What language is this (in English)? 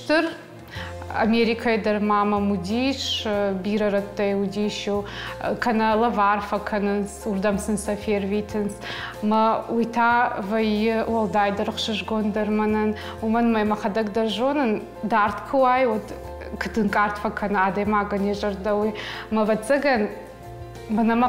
Ossetic